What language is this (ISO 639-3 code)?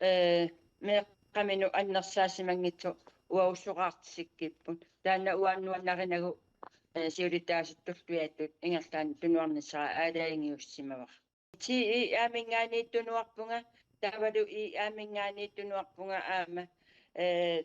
kal